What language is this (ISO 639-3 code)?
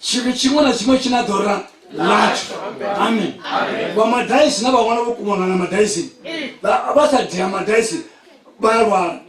ven